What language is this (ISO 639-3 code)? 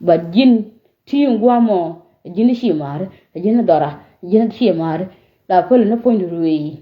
nus